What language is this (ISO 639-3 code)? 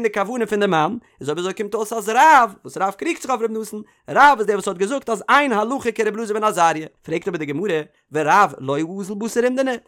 yid